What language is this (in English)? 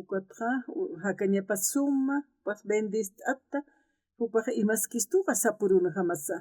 Aymara